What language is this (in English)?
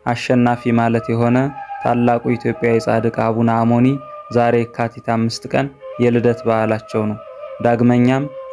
Amharic